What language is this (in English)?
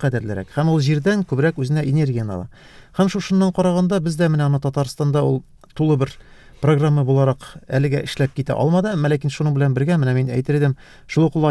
Tatar